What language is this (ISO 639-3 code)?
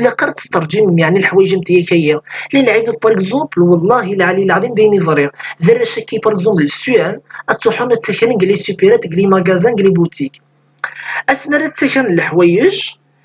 kab